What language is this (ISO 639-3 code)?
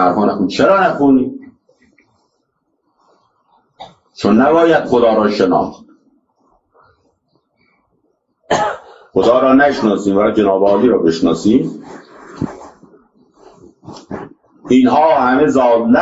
fas